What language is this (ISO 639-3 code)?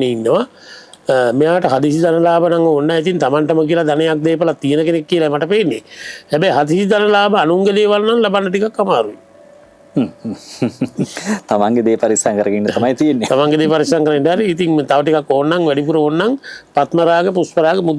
sin